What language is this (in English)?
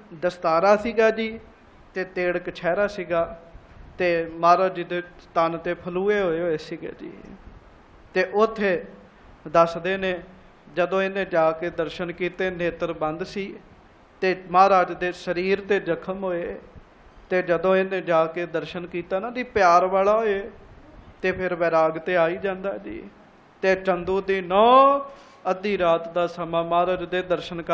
Punjabi